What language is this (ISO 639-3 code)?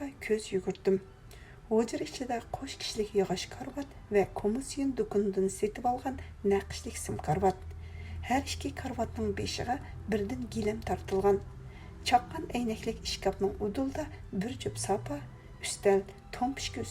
uig